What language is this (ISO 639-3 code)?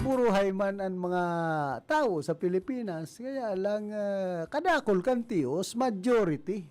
bik